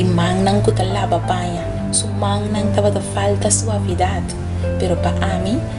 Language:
Papiamento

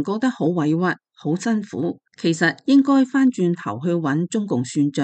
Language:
Cantonese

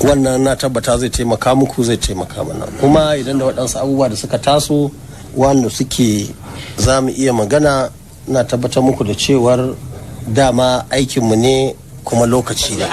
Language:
Hausa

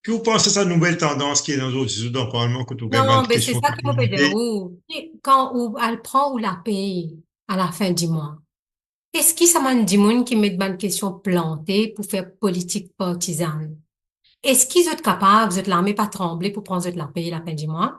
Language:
Morisyen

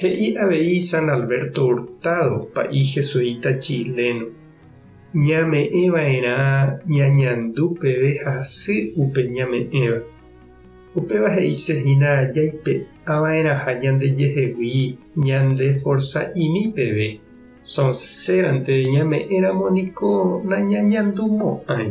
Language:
Guarani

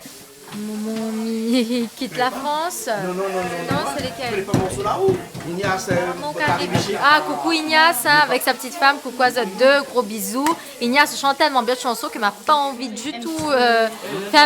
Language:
Réunion Creole French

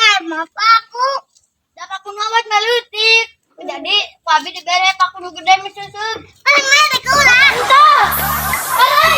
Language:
Sundanese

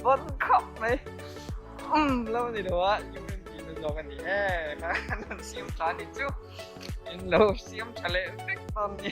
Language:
Mizo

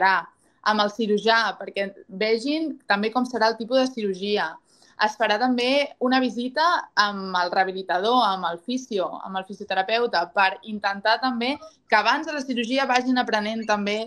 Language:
Catalan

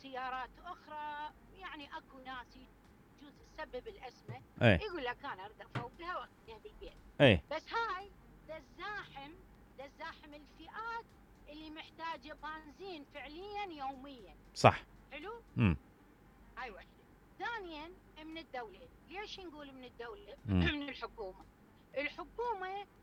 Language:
Mesopotamian Arabic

